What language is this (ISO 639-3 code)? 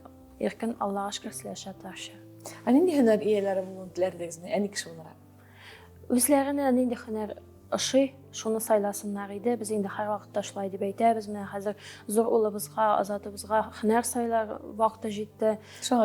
tat